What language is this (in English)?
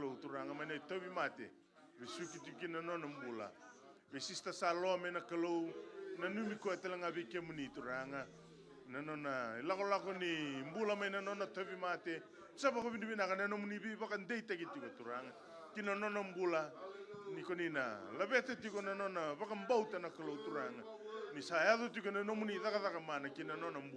Fijian